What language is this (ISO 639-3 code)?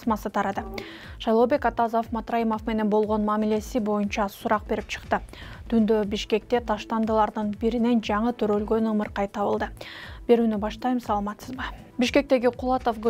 kir